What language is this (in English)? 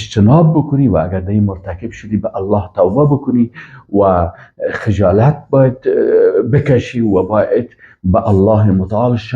Persian